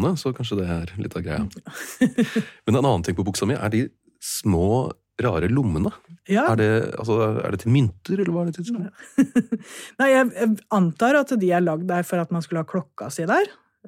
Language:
Norwegian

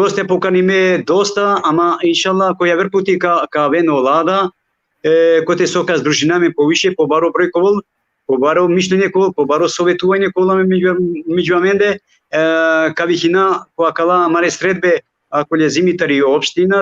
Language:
Balkan Romani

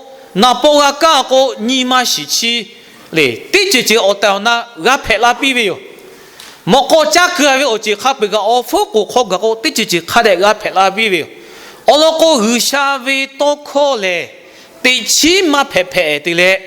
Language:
Lahu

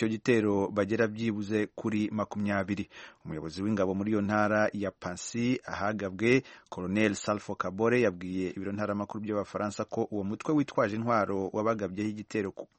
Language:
Kinyarwanda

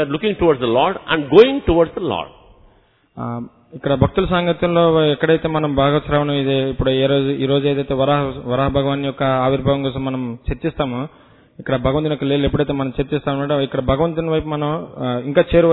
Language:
Telugu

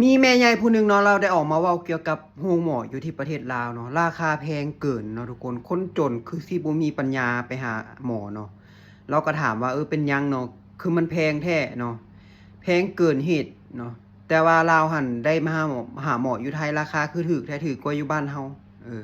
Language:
Lao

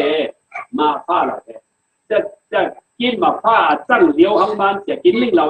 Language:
Falam Chin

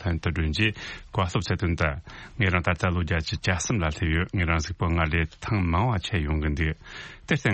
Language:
Tibetan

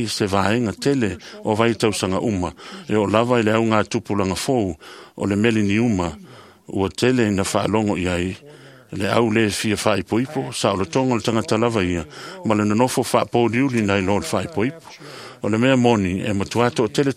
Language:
Samoan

